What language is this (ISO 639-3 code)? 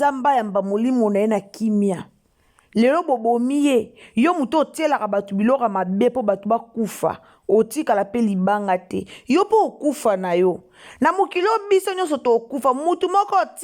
lin